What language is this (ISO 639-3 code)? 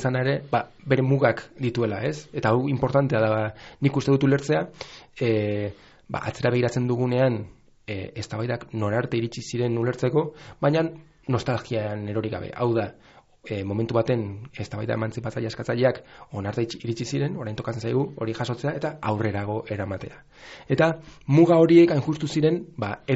eus